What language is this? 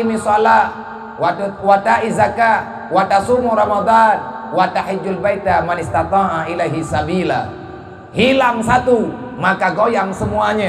Achinese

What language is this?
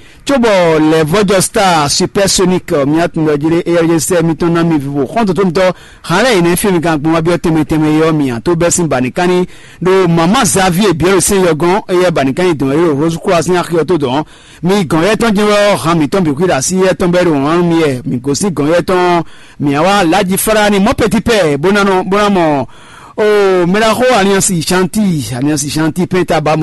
Fon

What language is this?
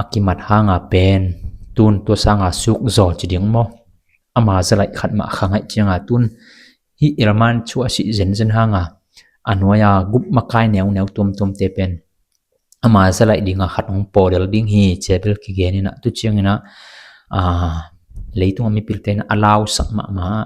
Tedim Chin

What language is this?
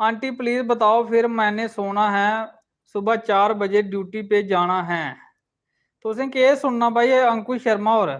Dogri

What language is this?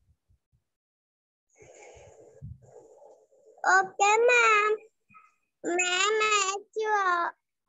Hindi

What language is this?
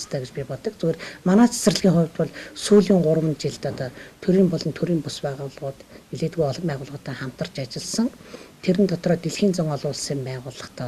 Mongolian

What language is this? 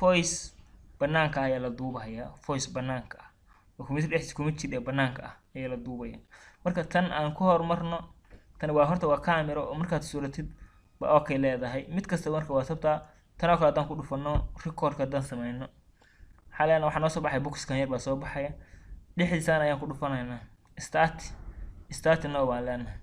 Somali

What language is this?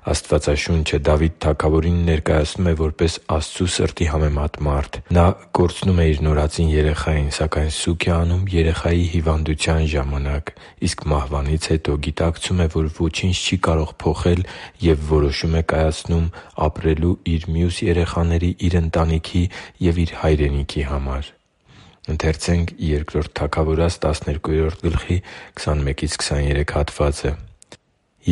Armenian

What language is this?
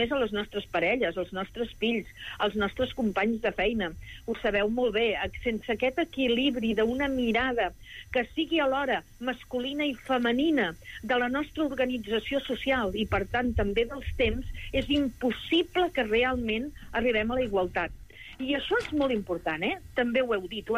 Catalan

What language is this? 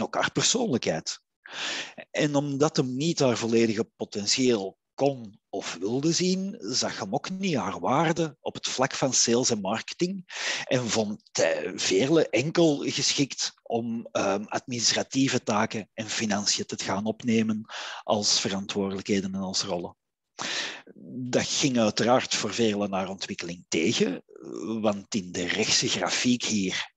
Dutch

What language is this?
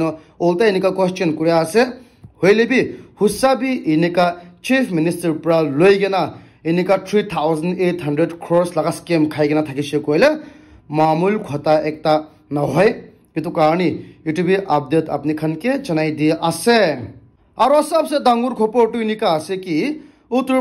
Naga Pidgin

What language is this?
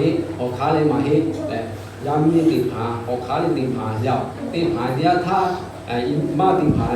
Lahu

